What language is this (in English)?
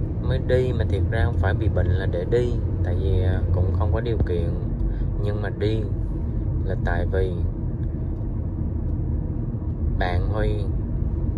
Vietnamese